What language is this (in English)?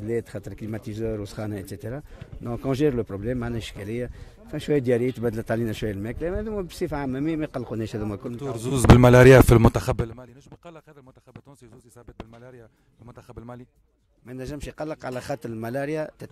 Tunisian Arabic